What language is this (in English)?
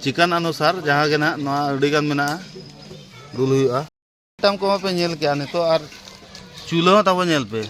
Santali